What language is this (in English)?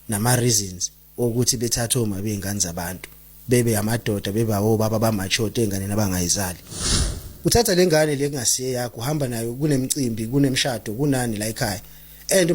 Zulu